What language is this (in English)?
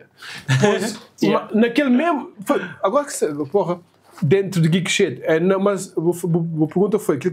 Kabuverdianu